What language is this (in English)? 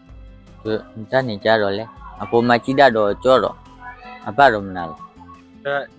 S'gaw Karen